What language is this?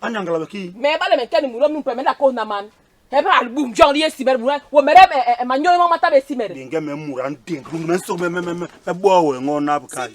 Basaa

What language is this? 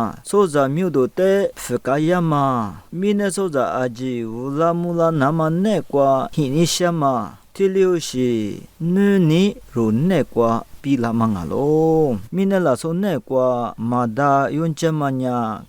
Lisu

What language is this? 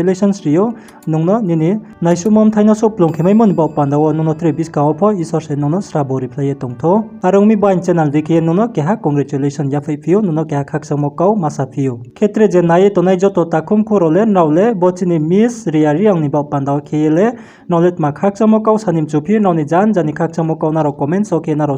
Riang (India)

